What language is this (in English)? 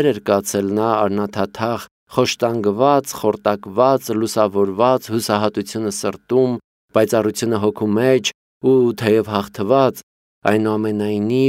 Armenian